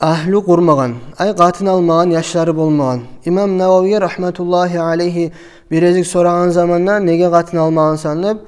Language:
Kumyk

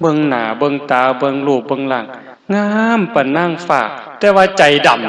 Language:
Lao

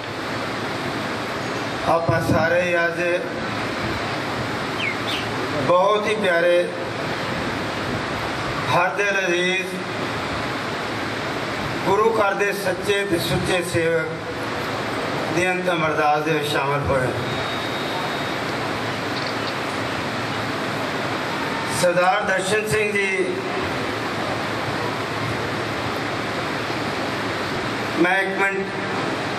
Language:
Punjabi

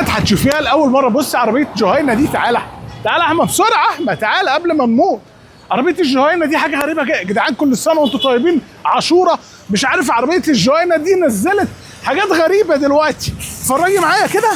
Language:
Egyptian Arabic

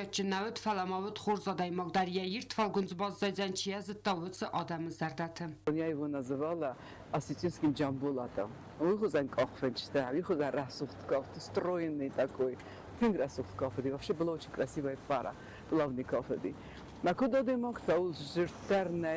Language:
Ossetic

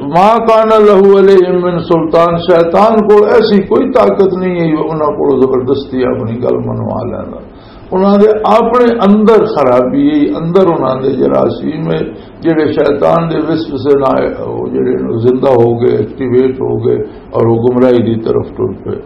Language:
Western Panjabi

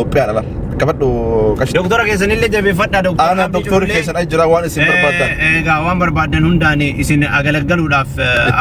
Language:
Oromo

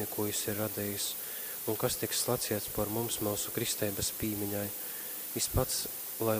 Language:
Latgalian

